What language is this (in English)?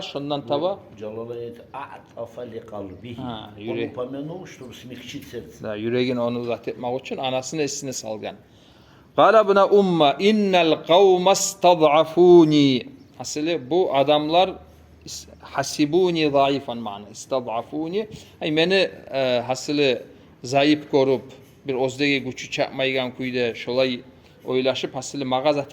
Kumyk